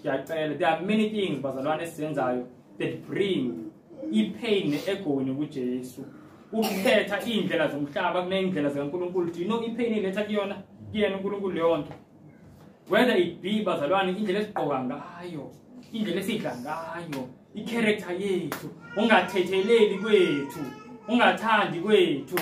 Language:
Zulu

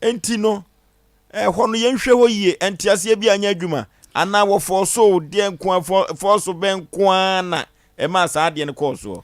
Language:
Akan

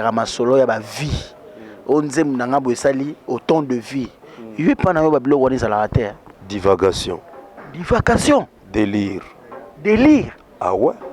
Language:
Lingala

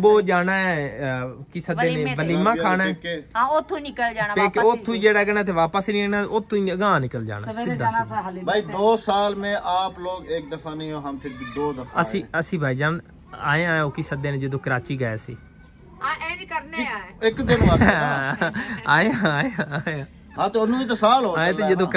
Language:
Punjabi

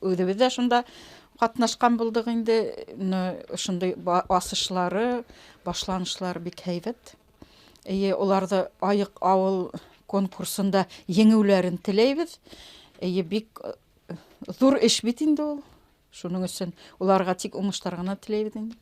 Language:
Bashkir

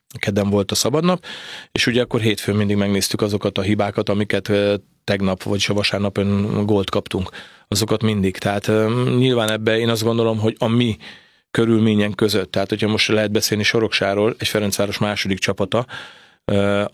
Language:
Hungarian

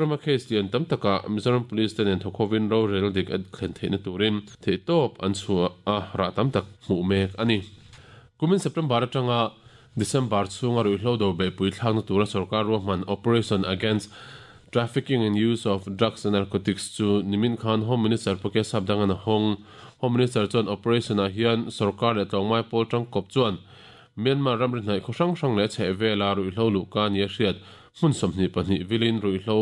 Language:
Mizo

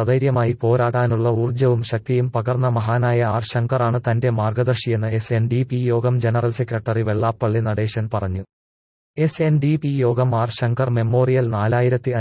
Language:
Malayalam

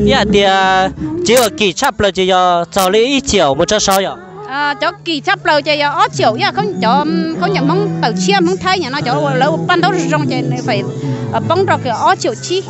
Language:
Hmong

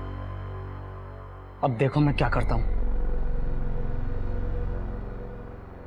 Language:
Hindi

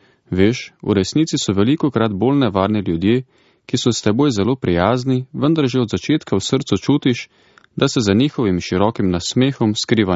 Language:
Slovenian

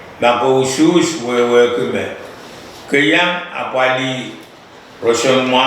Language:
Pohnpeian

